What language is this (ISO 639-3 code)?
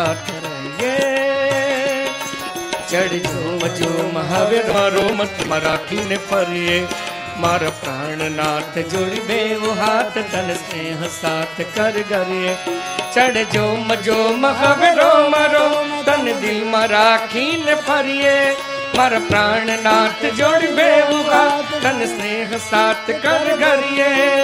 guj